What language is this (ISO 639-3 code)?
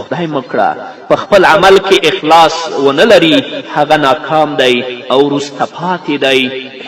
pus